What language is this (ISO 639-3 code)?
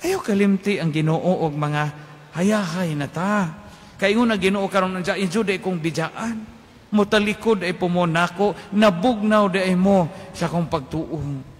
ceb